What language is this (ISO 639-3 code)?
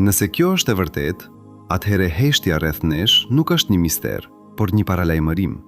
sqi